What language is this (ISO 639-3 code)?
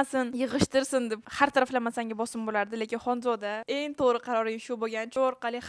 uzb